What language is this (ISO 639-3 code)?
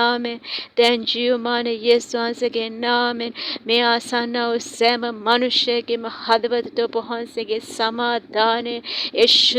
sin